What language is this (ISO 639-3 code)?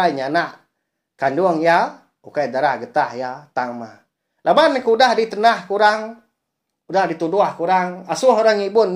iba